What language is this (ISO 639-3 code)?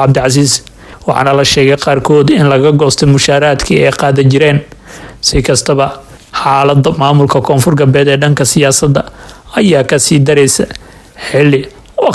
som